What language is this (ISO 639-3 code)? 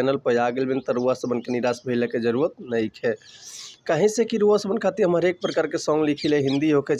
bho